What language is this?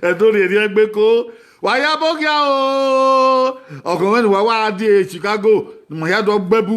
Bini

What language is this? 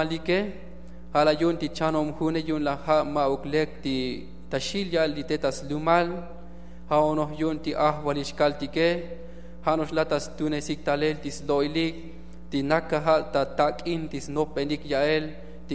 Tzotzil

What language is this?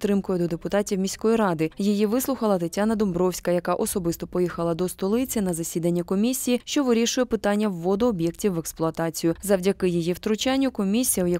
Ukrainian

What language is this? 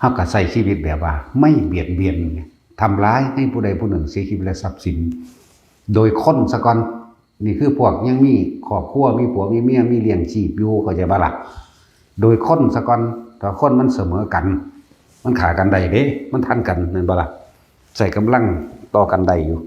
Lao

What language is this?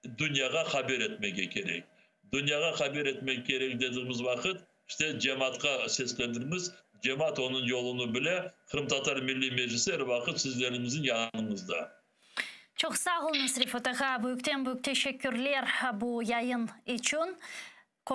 Crimean Tatar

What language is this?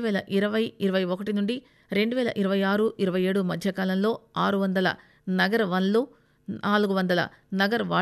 Telugu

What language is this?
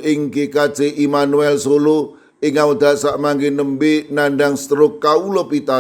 Javanese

